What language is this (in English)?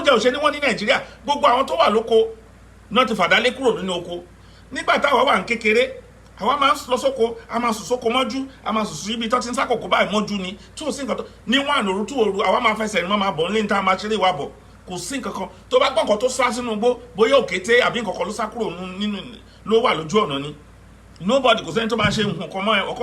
Yoruba